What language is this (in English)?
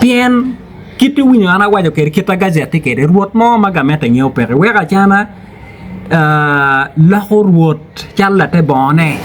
Acoli